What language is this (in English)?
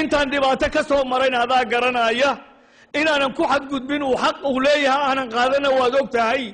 Somali